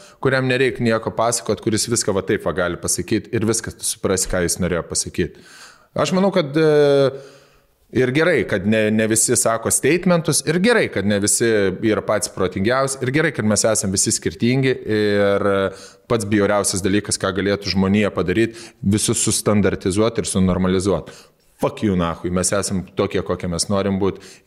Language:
Lithuanian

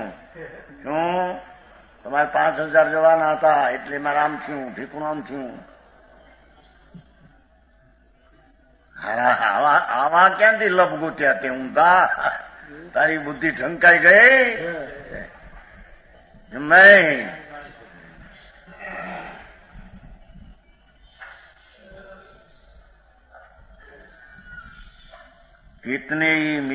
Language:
Gujarati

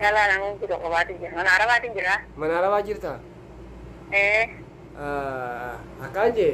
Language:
Oromo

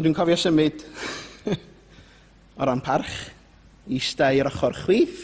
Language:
Welsh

